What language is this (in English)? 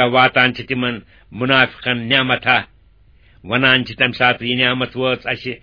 Kashmiri